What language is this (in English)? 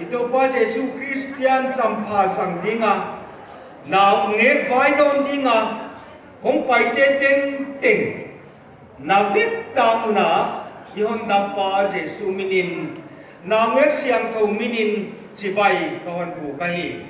Paite Chin